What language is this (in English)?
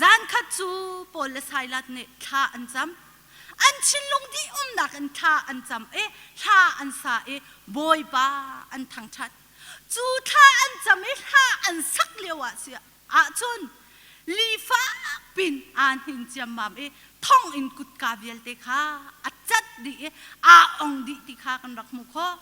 Hakha Chin